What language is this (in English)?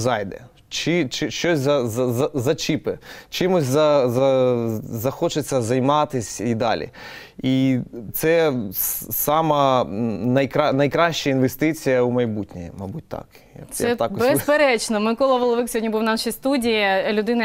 Ukrainian